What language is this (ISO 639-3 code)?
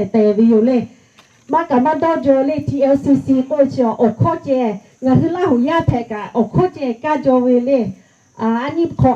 lhu